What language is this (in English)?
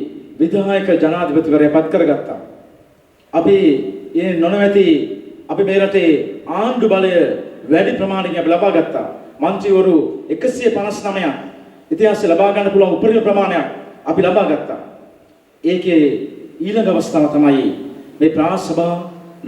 Sinhala